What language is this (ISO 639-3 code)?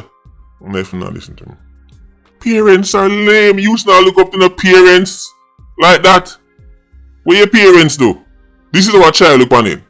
jam